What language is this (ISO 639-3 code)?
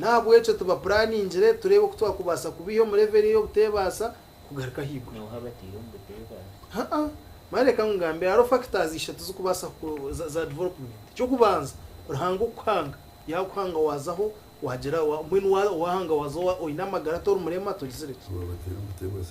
nyn